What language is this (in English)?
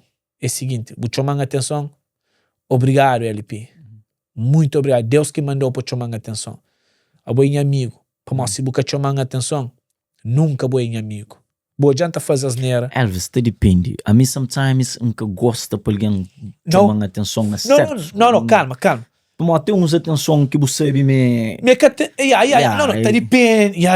Kabuverdianu